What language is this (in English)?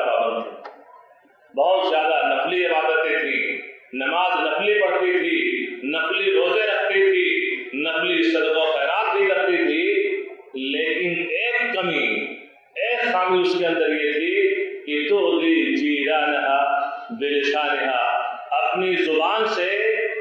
Urdu